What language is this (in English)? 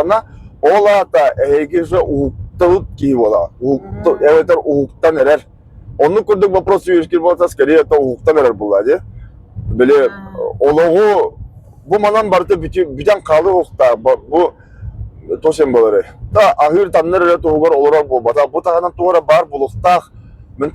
Yakut